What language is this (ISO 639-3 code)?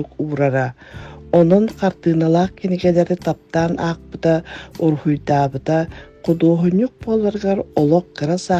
sah